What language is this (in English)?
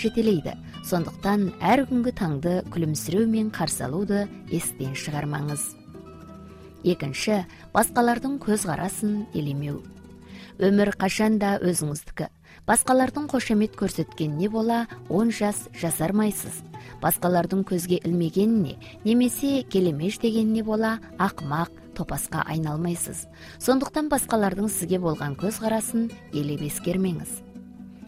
Kazakh